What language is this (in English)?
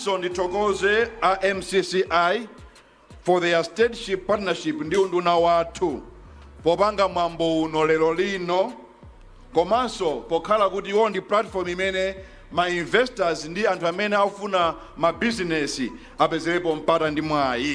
Nyanja